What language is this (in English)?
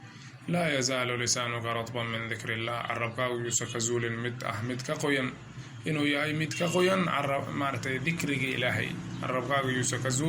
Somali